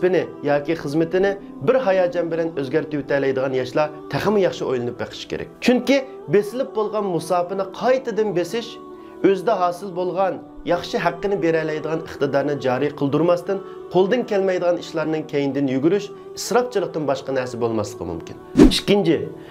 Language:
Uyghur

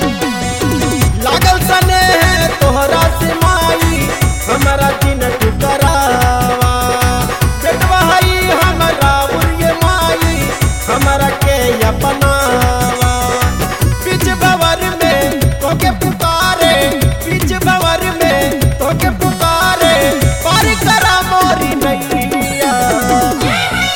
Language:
Bhojpuri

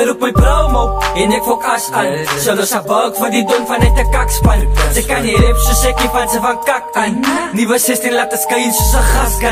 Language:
Afrikaans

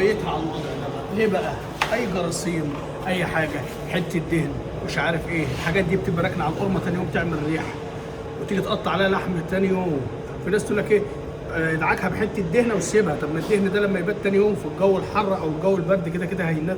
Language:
Egyptian Arabic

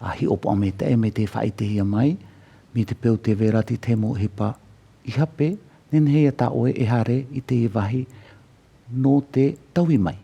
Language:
Tahitian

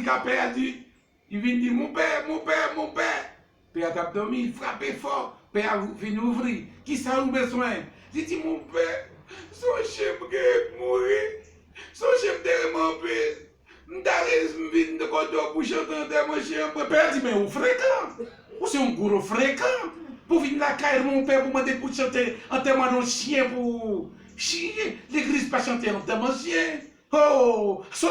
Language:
Haitian Creole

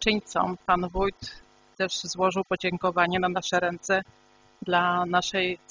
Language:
Polish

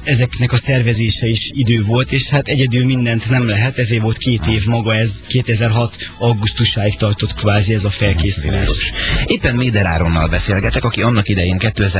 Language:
Hungarian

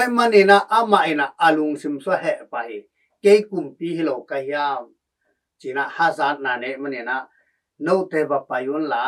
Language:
Tedim Chin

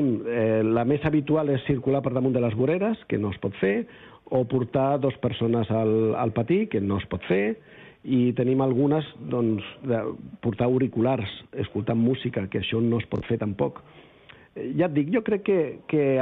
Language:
Catalan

